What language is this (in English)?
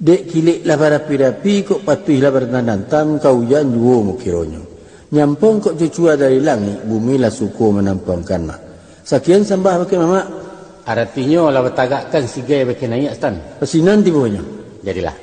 Minangkabau